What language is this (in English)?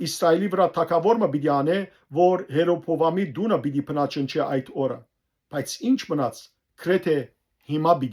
Western Armenian